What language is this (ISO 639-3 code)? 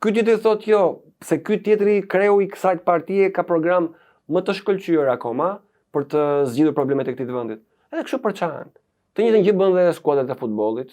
sqi